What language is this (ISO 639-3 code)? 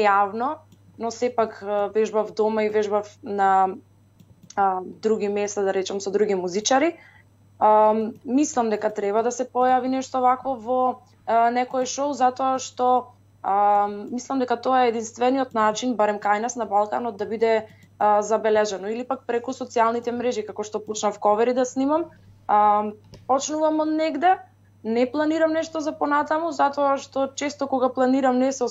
mkd